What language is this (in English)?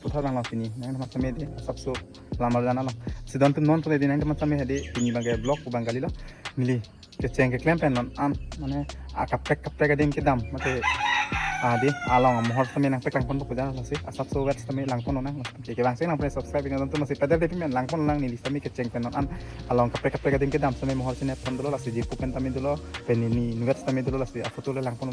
Karbi